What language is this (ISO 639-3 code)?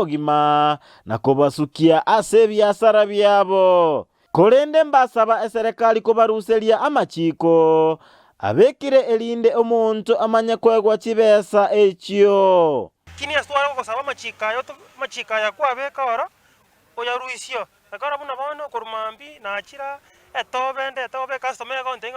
guz